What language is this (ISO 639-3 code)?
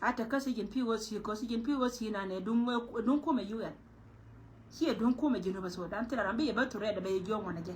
nus